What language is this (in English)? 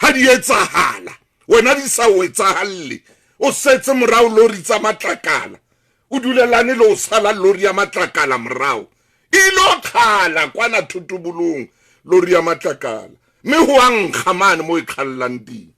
Southern Sotho